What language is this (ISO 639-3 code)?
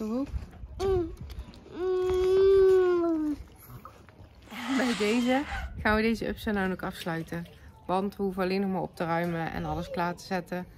nld